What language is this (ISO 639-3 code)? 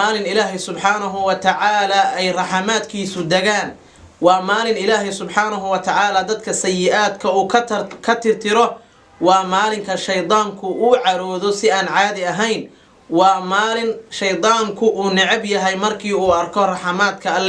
som